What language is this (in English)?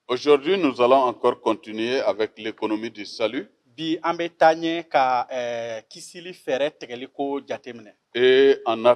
Bambara